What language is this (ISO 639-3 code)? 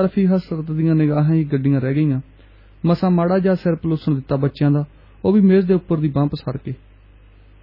pan